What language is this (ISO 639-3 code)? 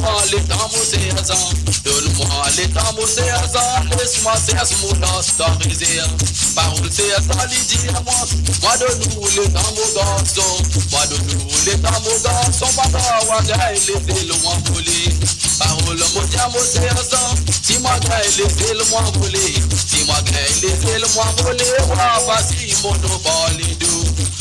mfe